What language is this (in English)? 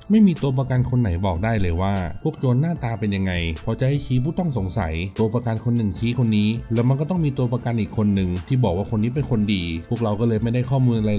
Thai